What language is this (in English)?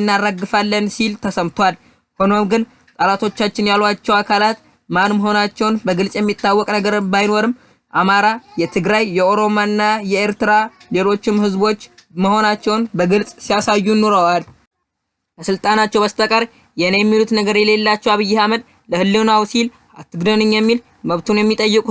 Amharic